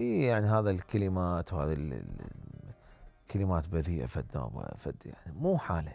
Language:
Mesopotamian Arabic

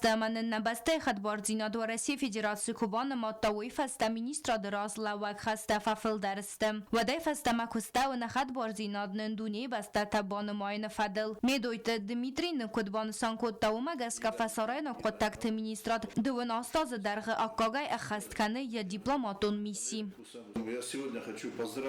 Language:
Ossetic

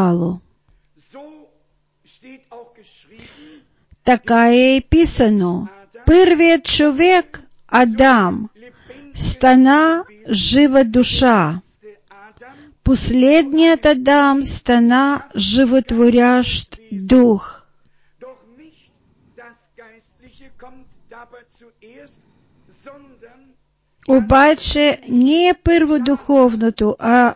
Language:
Bulgarian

